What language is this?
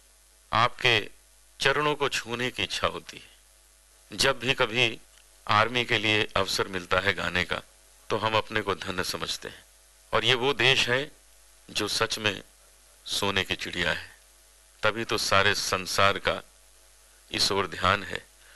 Hindi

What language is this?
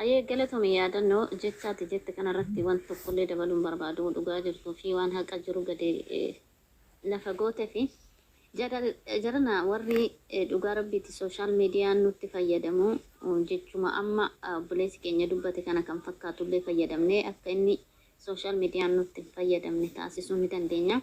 Oromo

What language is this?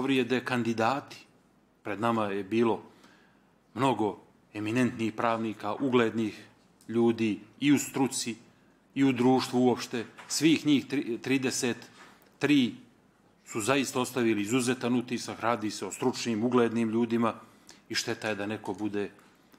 Bosnian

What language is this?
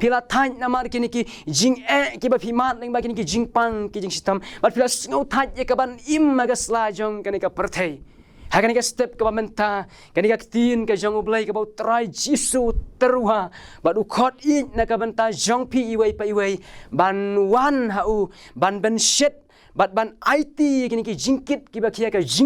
Khasi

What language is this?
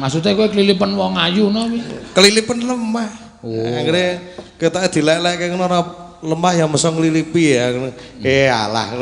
Javanese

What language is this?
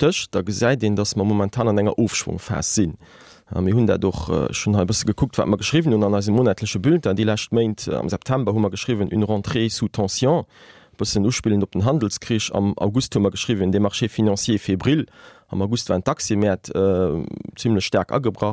Luxembourgish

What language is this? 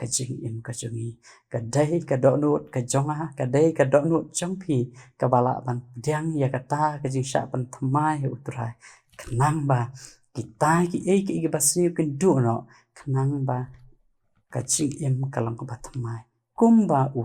Khasi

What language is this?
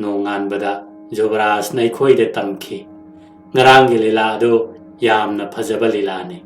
Manipuri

